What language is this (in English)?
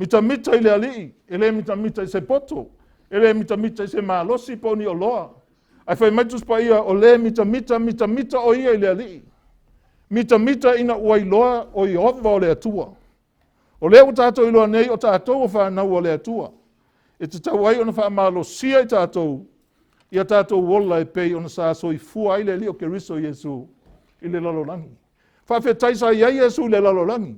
Samoan